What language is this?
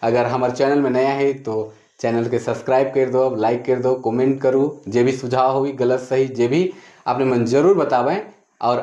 Sadri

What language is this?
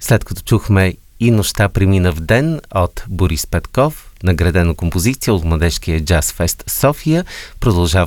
Bulgarian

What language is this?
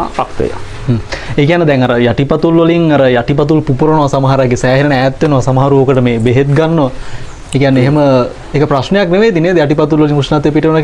Sinhala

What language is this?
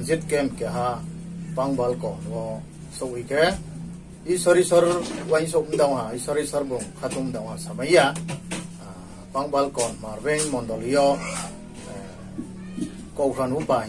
Riang (India)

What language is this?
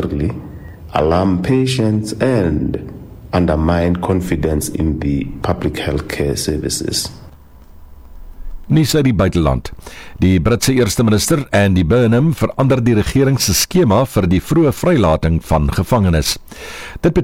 Afrikaans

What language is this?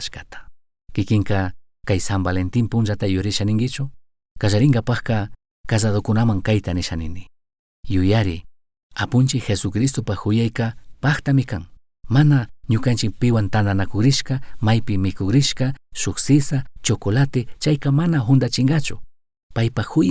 Chimborazo Highland Quichua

